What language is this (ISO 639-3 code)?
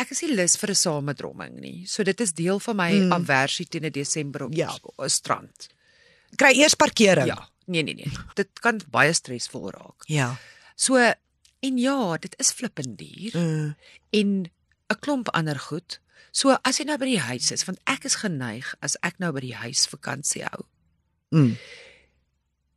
afr